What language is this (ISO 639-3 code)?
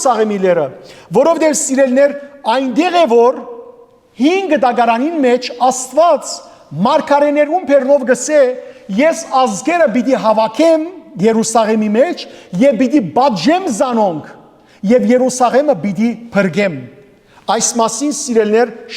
hyw